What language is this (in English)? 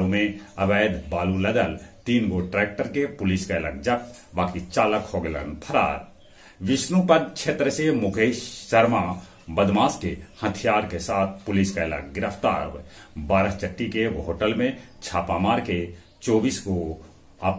Magahi